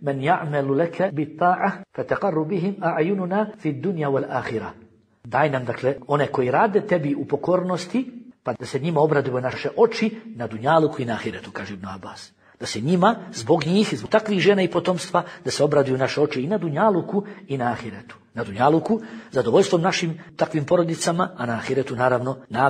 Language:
Bosnian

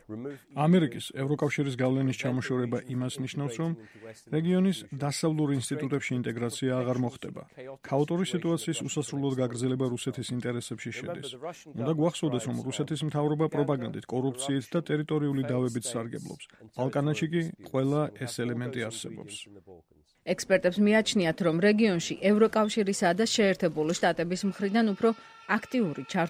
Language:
Georgian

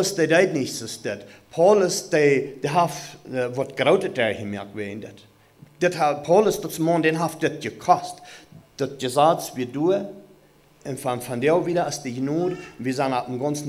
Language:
Plautdietsch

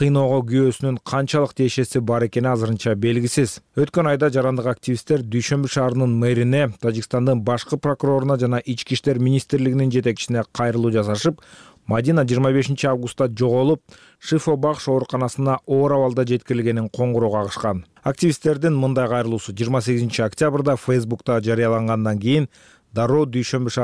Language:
Kyrgyz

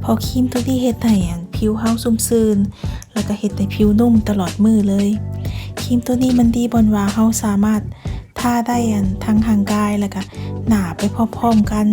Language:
Lao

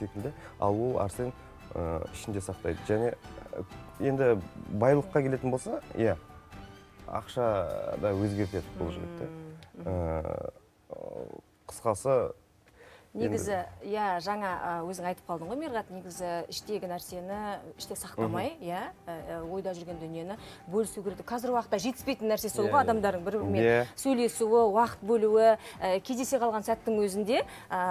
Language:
Kazakh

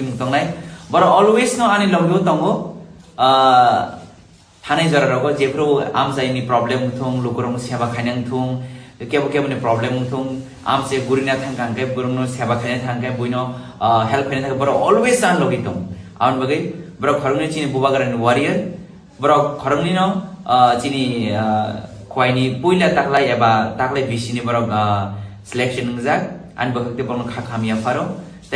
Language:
Kok Borok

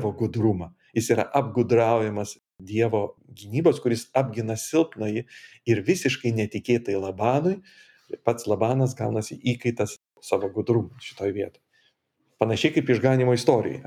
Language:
Lithuanian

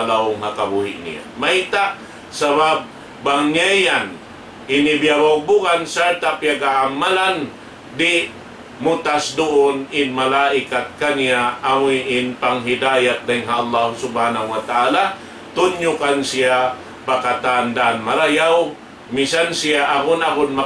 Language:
Tausug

